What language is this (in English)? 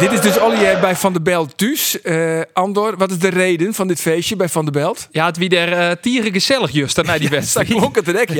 Western Frisian